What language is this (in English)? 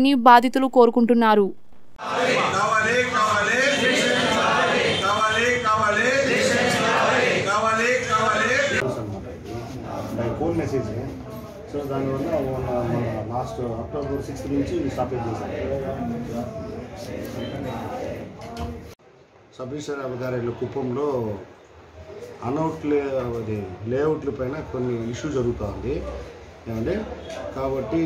Telugu